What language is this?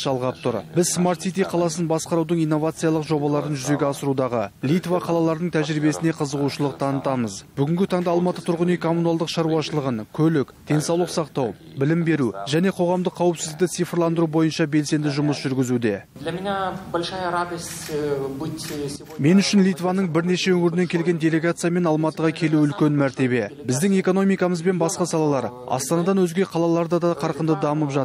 Kazakh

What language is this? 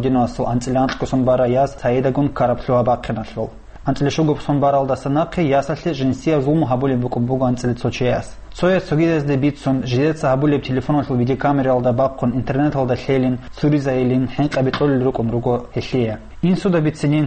Avaric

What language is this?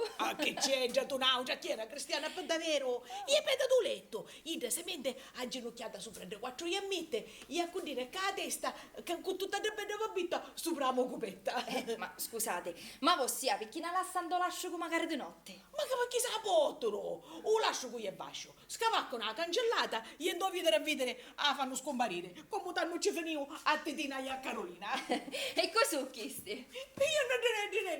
Sicilian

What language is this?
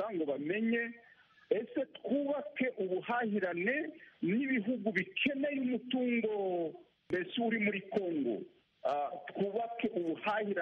Kinyarwanda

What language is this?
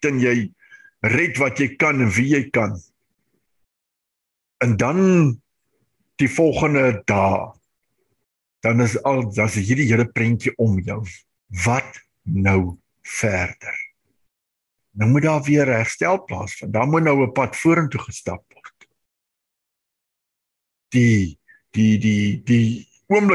Afrikaans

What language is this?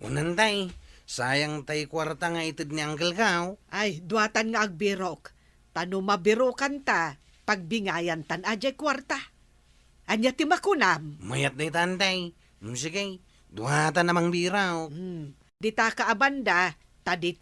Iloko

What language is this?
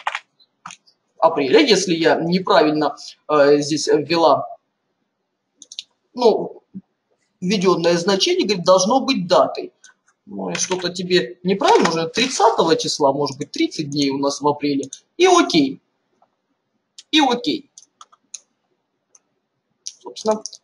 Russian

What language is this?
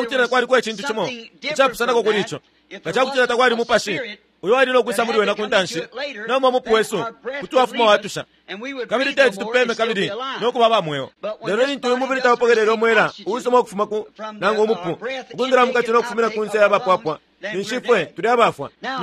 Bemba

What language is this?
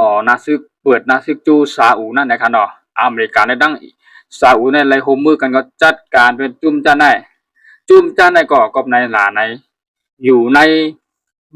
Shan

